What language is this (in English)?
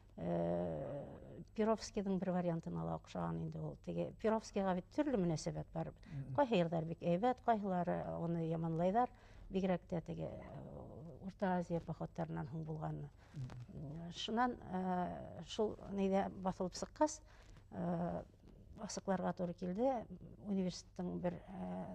Bashkir